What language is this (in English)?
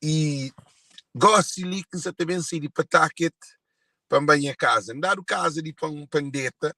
Kabuverdianu